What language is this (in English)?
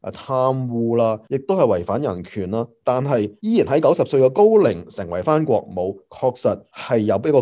Cantonese